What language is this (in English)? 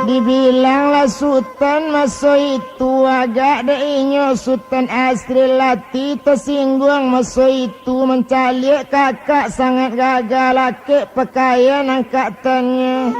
Minangkabau